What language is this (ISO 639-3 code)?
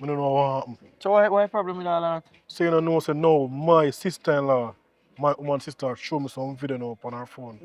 jam